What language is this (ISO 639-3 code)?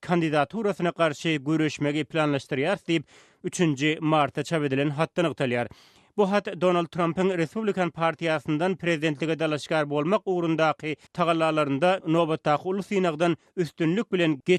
tuk